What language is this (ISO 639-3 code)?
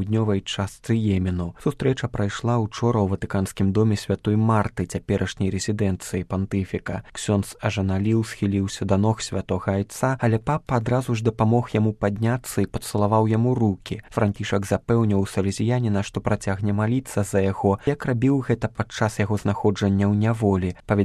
bel